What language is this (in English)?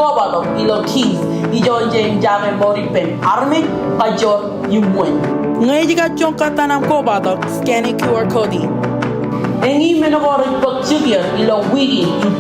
Marshallese